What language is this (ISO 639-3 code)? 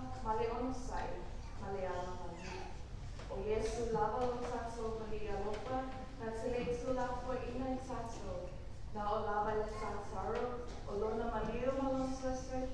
smo